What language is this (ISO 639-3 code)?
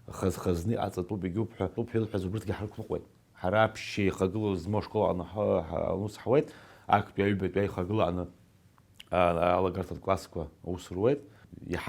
abk